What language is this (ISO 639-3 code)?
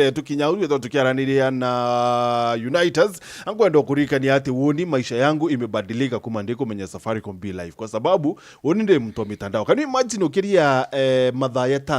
mer